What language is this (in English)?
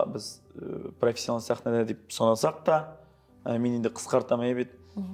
Tatar